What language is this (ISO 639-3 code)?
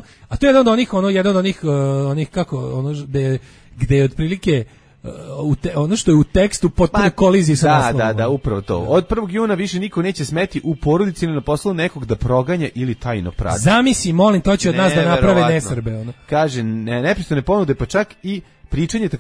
srp